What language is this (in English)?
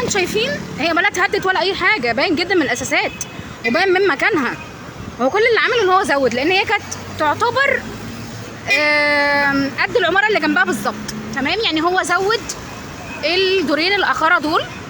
Egyptian Arabic